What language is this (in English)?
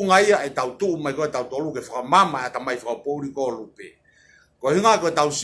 Tongan